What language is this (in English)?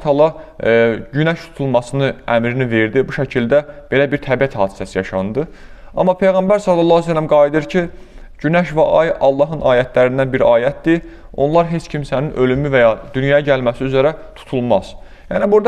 Azerbaijani